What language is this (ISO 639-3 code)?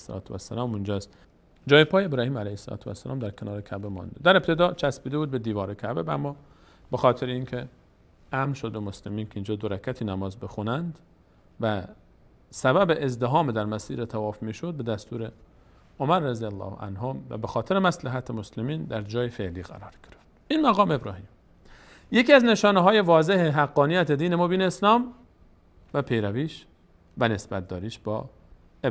fas